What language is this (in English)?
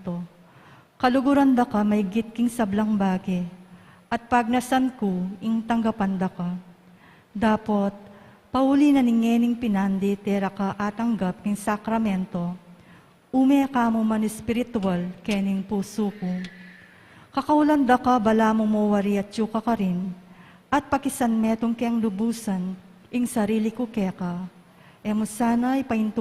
Pampanga